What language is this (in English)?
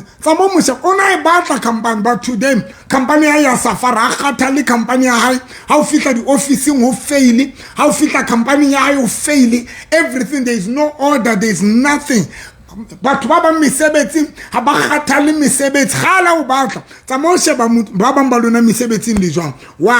Southern Sotho